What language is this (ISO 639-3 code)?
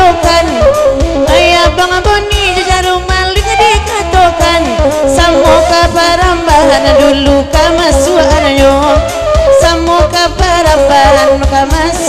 min